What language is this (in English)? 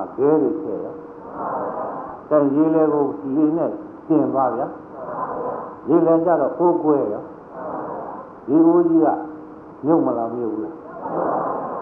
Burmese